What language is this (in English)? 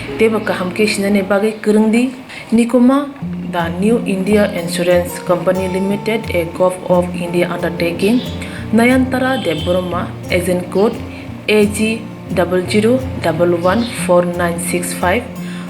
Kok Borok